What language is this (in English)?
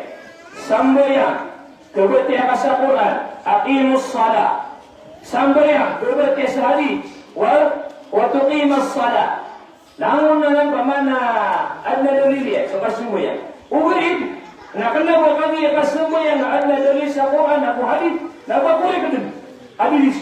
Maranao